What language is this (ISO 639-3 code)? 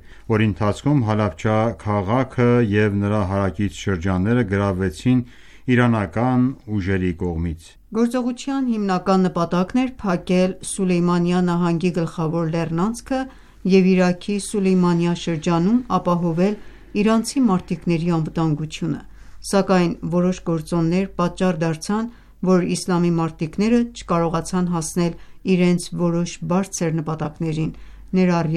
hye